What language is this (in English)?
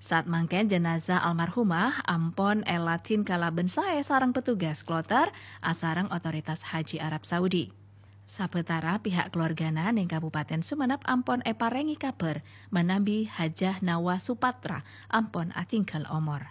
Madurese